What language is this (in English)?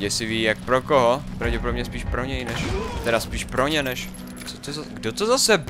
Czech